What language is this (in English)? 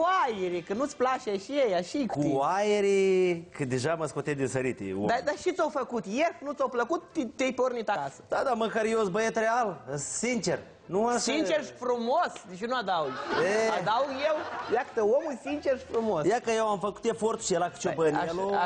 Romanian